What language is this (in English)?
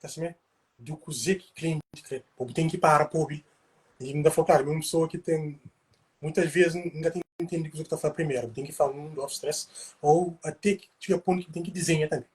Kabuverdianu